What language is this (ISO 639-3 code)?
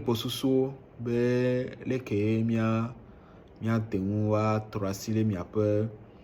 ewe